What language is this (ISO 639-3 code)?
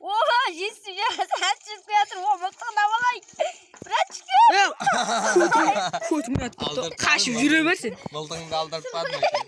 kaa